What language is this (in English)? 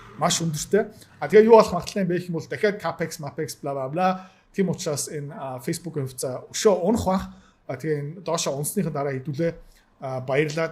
Mongolian